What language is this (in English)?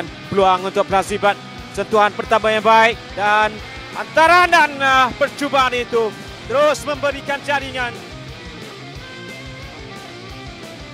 Malay